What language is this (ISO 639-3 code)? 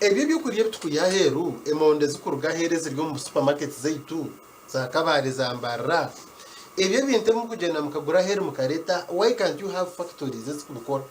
nyn